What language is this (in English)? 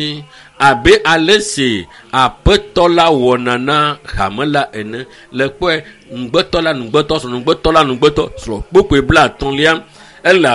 Ewe